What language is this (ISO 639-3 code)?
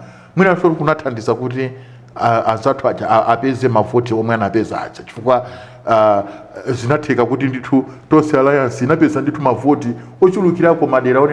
nya